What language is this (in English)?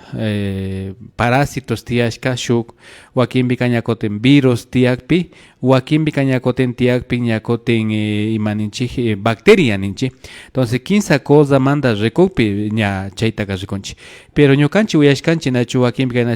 Imbabura Highland Quichua